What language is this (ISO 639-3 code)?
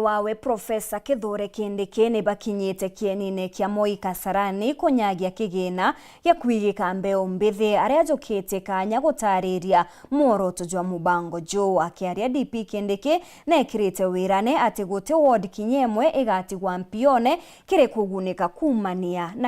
mer